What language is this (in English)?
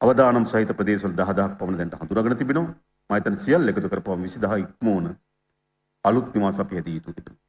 Sinhala